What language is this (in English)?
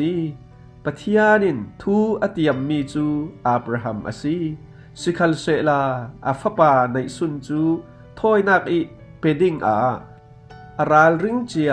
Falam Chin